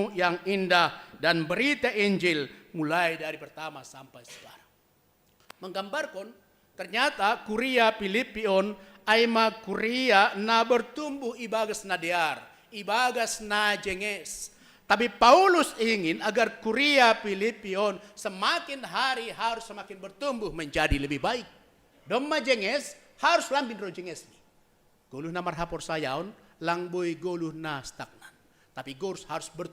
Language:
Batak Simalungun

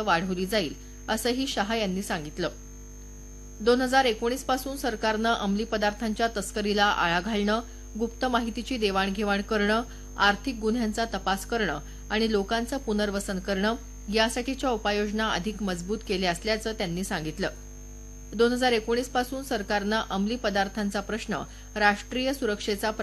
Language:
Marathi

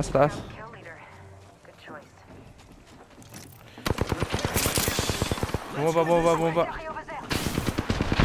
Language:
Filipino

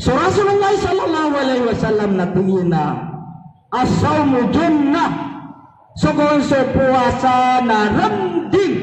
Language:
Maranao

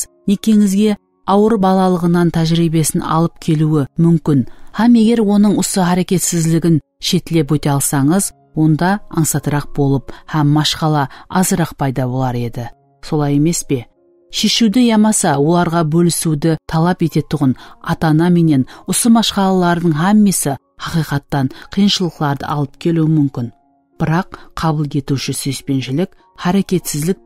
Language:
Kara-Kalpak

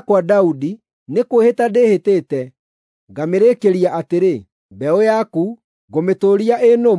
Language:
Kikuyu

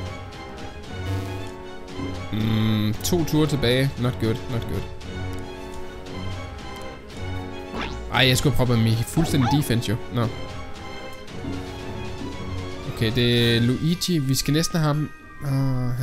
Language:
Danish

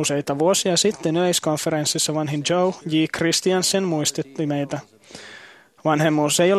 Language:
Finnish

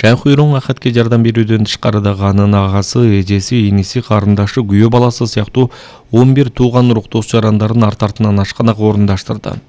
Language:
Kyrgyz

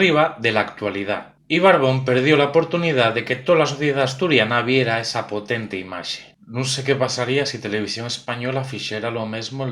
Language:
Asturian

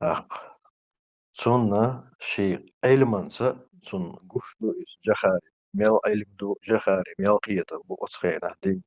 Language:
Chechen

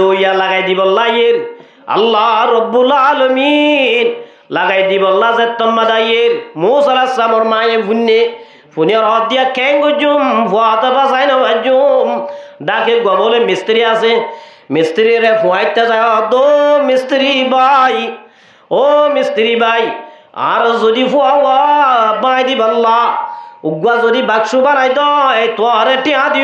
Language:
Rohingya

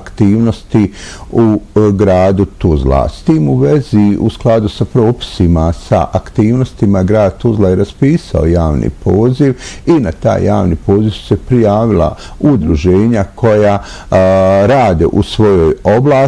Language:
Bosnian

